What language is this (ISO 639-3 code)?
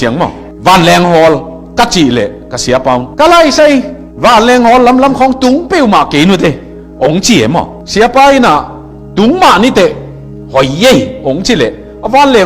ctd